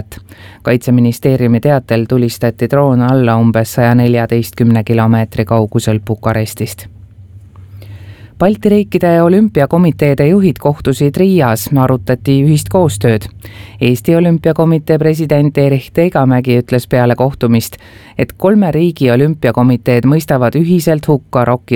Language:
Estonian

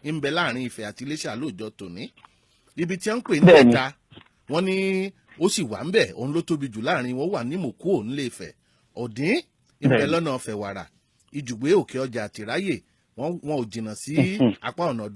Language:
Yoruba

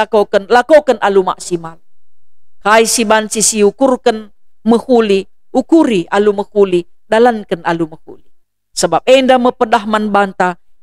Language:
Batak Karo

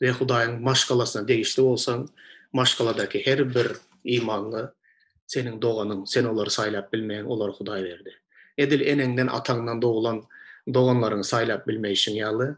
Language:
Turkmen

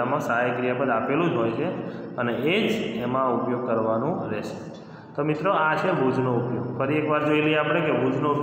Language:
Gujarati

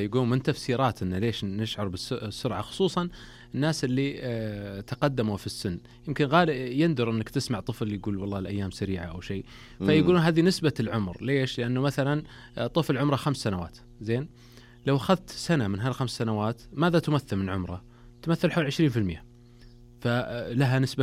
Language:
Najdi Arabic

